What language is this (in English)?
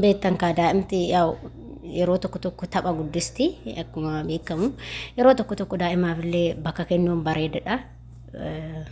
Oromo